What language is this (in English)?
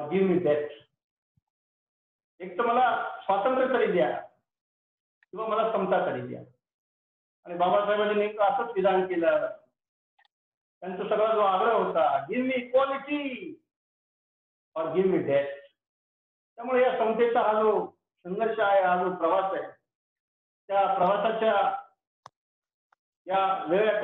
Marathi